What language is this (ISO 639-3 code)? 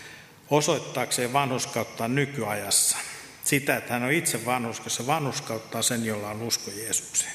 fin